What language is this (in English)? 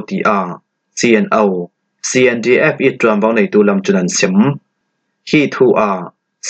Falam Chin